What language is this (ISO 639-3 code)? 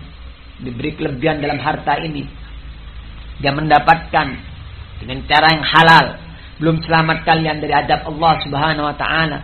ind